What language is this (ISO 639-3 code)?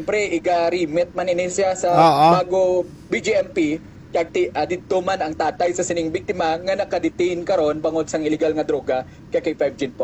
hil